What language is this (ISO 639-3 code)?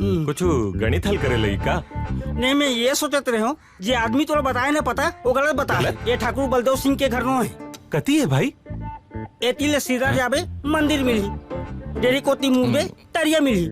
hne